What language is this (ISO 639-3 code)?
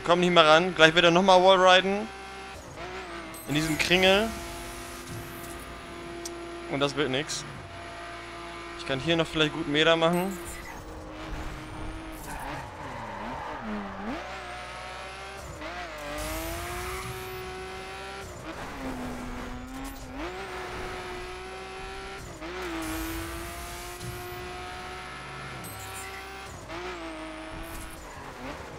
deu